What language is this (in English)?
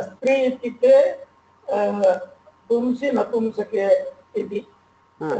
Sanskrit